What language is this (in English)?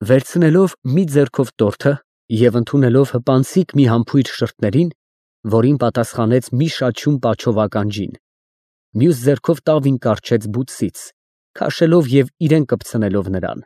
Armenian